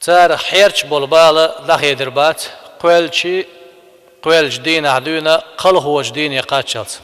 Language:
Chechen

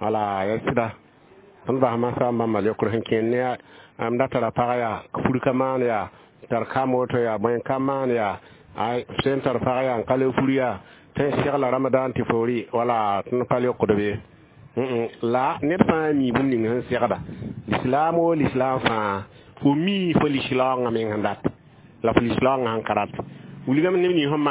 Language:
Mossi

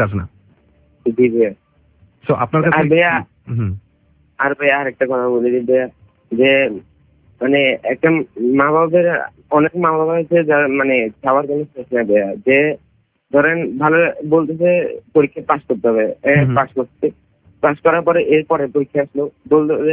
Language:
Bangla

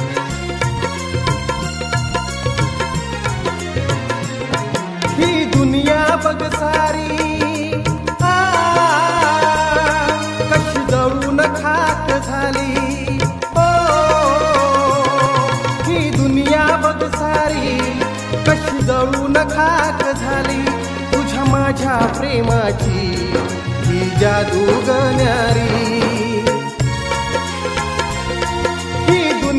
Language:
Marathi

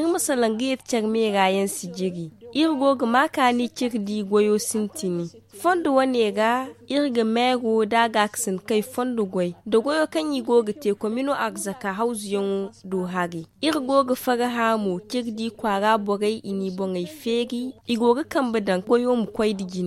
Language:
Zarma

